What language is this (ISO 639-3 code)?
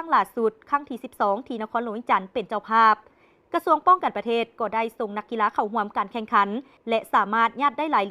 lao